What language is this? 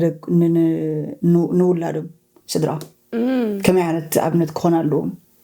Tigrinya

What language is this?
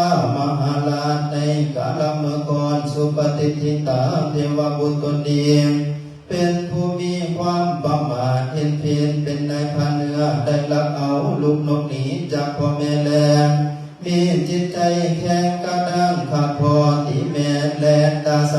Lao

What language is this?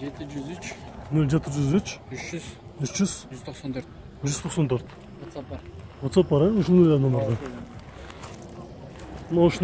Kyrgyz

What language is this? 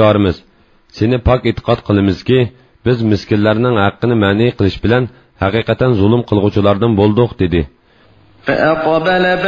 Uyghur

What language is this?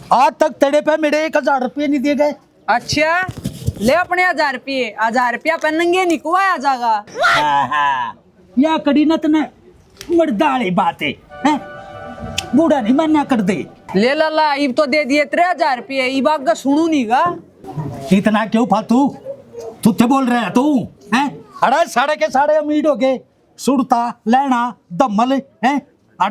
Haryanvi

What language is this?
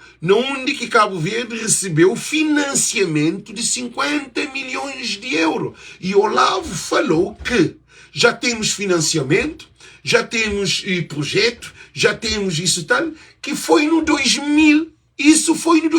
Kabuverdianu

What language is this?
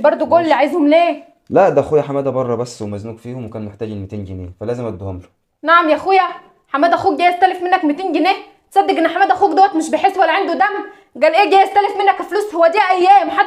Egyptian Arabic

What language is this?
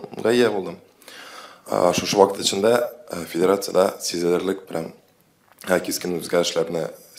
Tatar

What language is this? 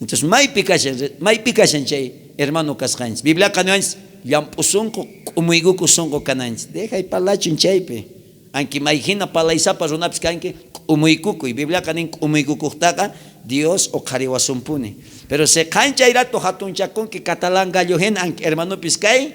South Bolivian Quechua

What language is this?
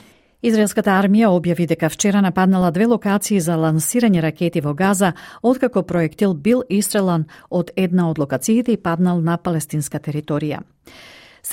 Macedonian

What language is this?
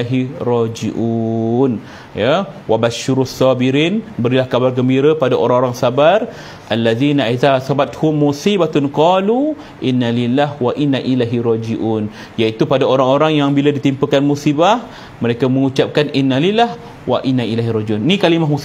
Malay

